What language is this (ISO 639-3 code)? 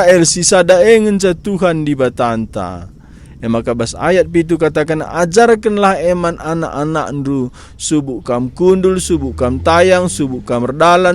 btx